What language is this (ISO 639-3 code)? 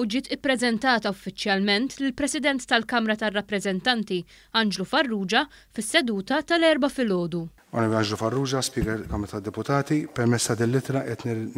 mlt